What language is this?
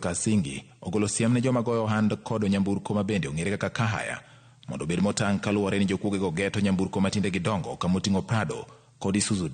Luo (Kenya and Tanzania)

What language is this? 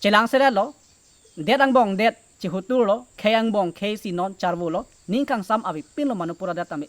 Karbi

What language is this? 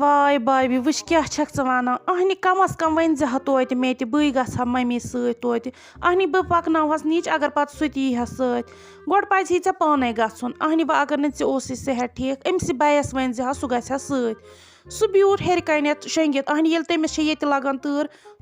Kashmiri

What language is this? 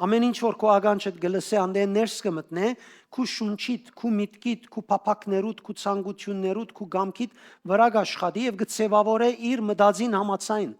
Western Armenian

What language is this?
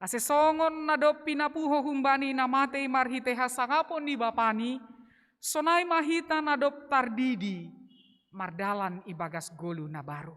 Batak Simalungun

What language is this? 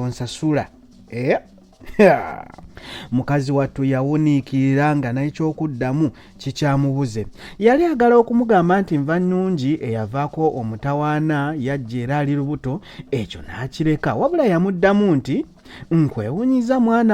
Ganda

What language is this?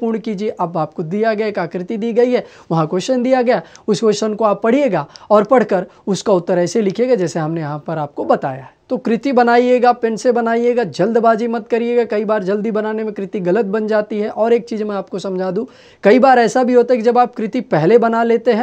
Hindi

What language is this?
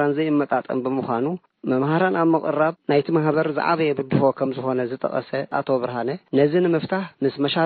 Tigrinya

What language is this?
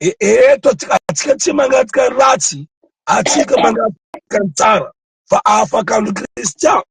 Malagasy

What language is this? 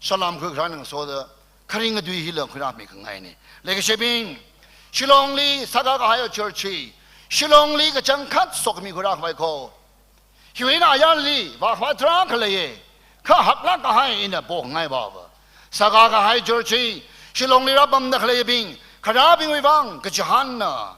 Tangkhul Naga (India)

